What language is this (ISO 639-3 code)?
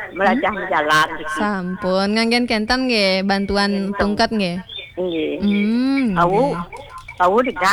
ban